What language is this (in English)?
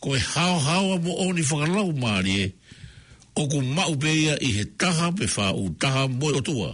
Tongan